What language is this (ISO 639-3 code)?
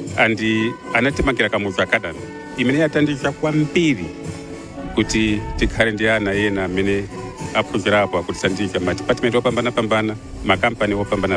nya